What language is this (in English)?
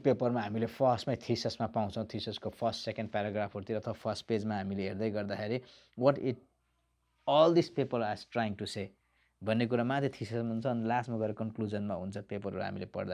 Nepali